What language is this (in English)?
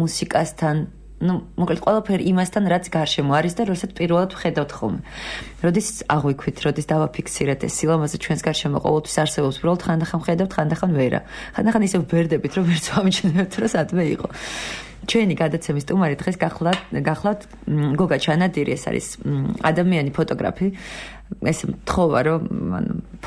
Georgian